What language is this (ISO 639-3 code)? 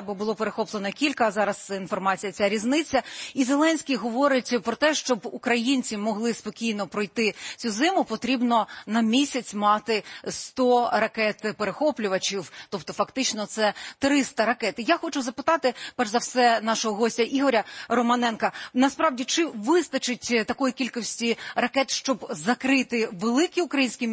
ukr